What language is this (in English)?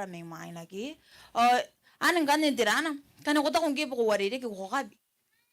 Gilbertese